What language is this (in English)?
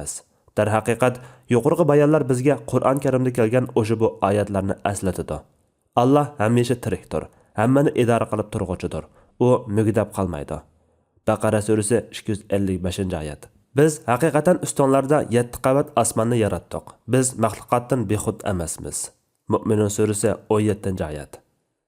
Uyghur